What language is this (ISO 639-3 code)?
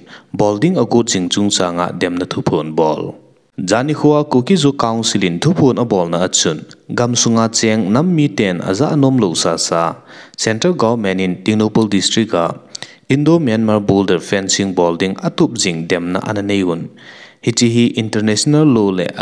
tcz